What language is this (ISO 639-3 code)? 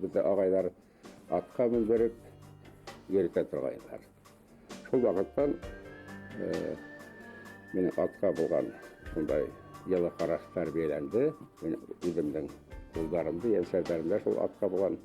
bak